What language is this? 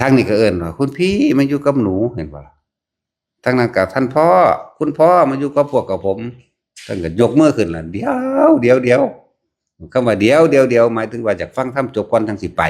Northeastern Thai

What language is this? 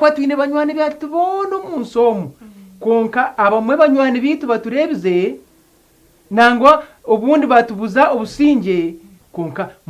Nyankole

